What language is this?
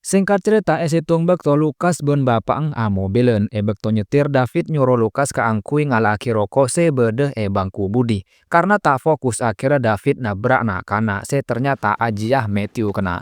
Madurese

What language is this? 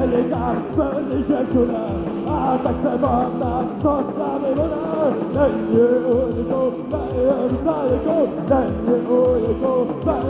Czech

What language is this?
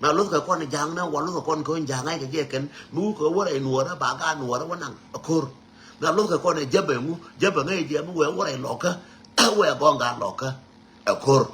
Nuer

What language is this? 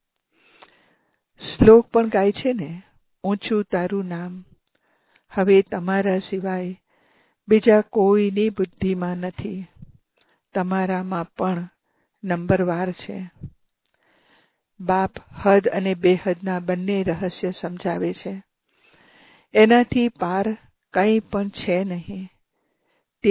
Gujarati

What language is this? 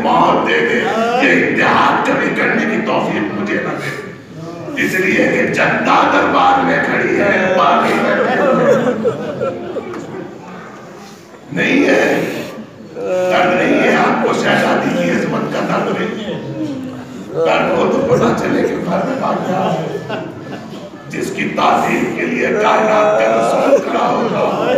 Urdu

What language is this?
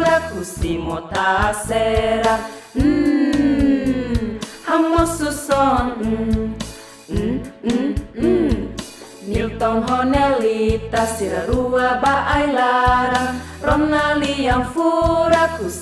Tetum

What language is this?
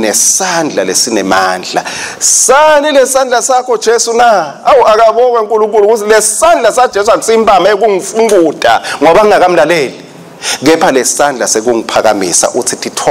Swati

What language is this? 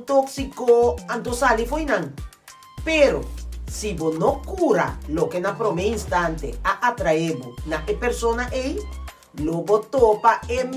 Papiamento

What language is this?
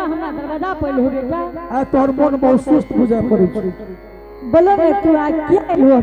Angika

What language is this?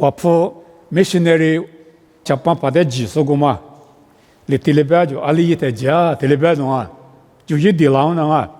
Lisu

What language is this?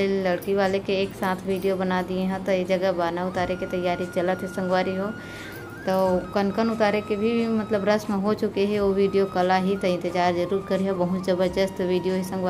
Chhattisgarhi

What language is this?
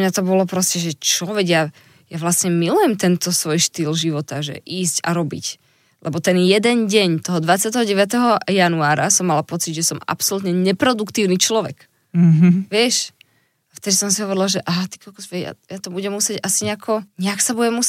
Slovak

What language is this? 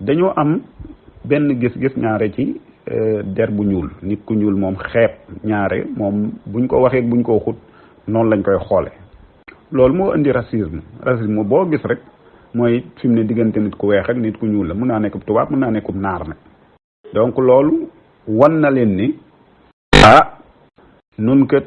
Wolof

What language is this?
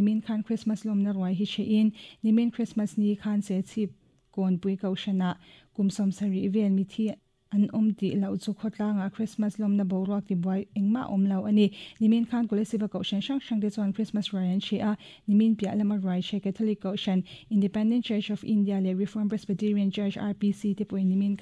Mizo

